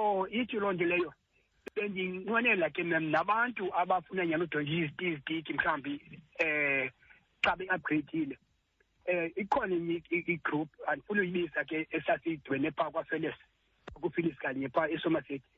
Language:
Xhosa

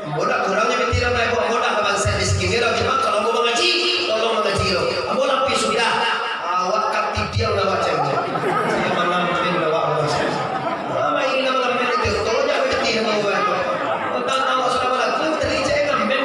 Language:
Minangkabau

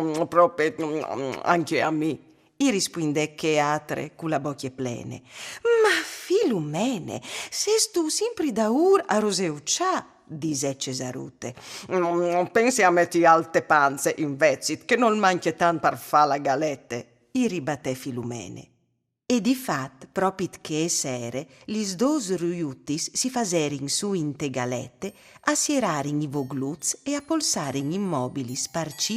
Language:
Friulian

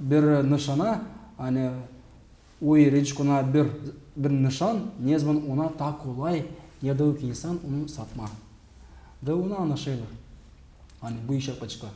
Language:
Gagauz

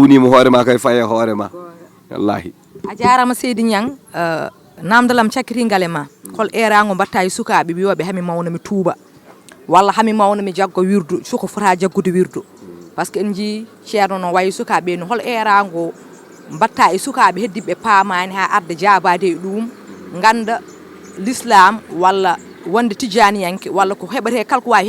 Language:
Fula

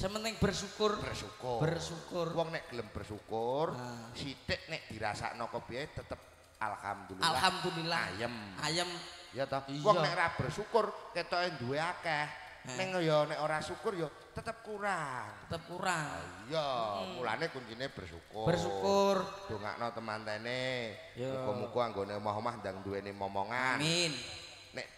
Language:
Javanese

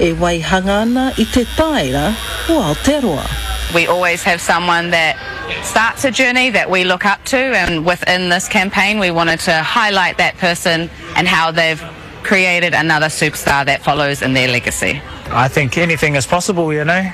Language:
Māori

